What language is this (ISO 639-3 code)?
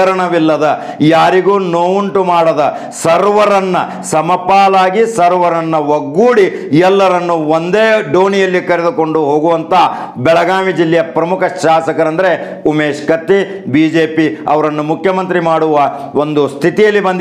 kan